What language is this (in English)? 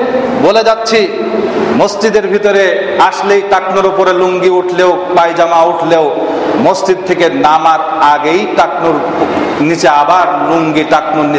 Bangla